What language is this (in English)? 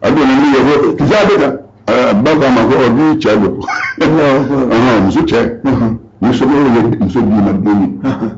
Bambara